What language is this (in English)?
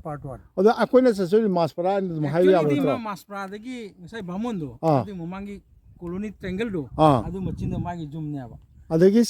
Manipuri